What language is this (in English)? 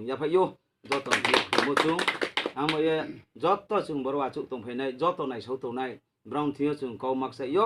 Riang (India)